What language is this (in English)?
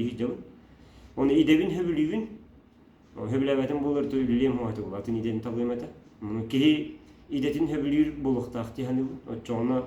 Yakut